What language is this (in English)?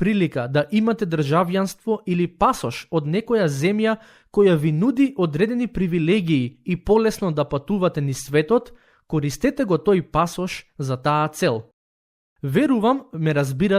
Macedonian